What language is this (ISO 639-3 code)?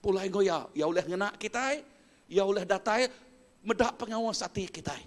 iba